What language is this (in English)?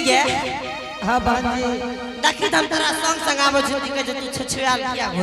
Angika